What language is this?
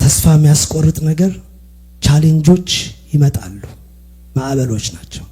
Amharic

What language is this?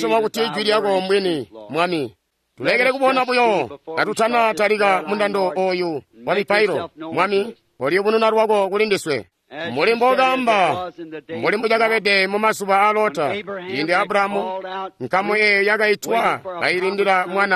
Tonga (Zambia)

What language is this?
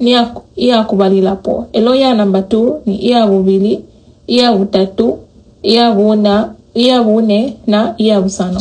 Bemba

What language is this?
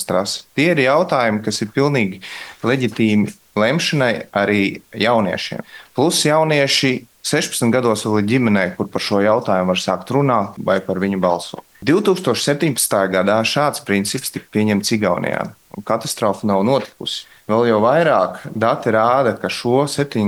Latvian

